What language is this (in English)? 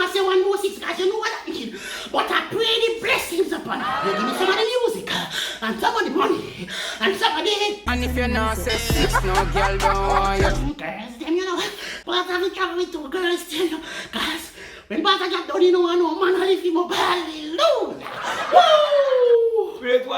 Jamaican Creole English